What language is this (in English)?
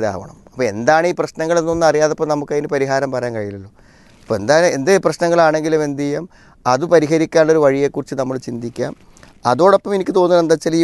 Malayalam